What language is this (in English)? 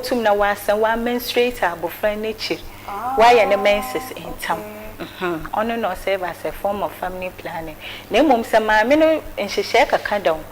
Akan